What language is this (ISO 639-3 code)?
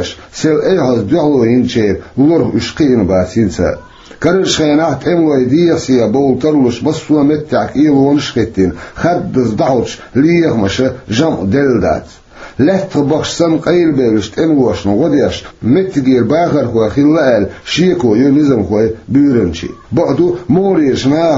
che